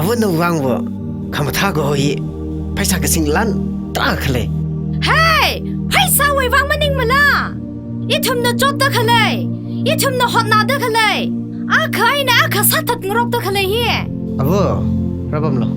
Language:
Tangkhul Naga (India)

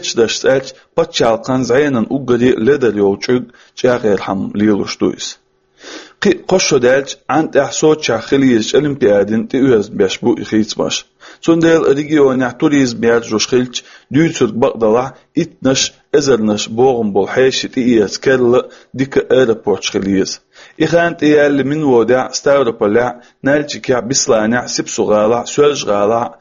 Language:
Chechen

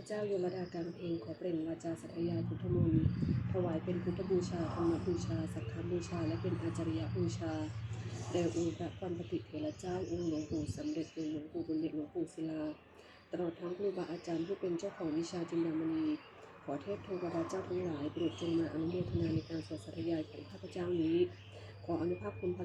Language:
Pali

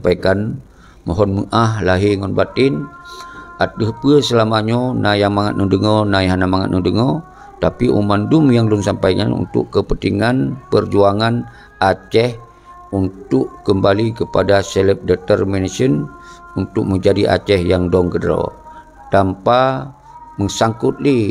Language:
Achinese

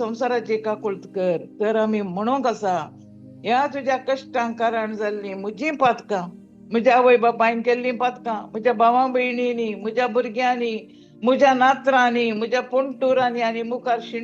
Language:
Konkani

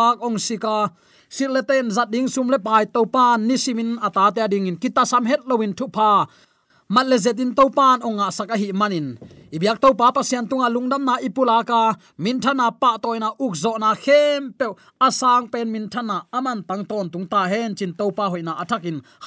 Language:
Tedim Chin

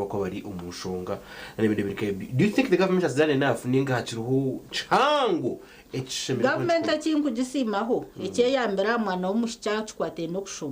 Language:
Nyankole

